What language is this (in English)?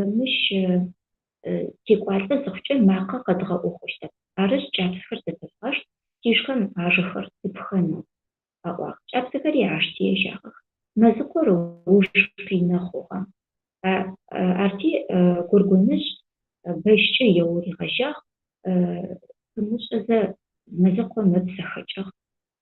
Adyghe